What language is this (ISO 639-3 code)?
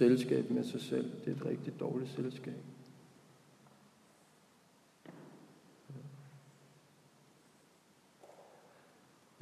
dan